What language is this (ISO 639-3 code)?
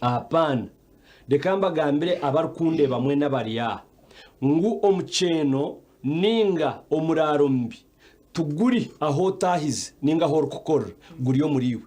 nyn